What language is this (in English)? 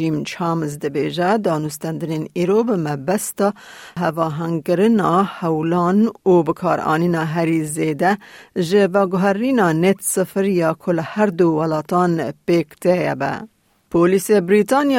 Kurdish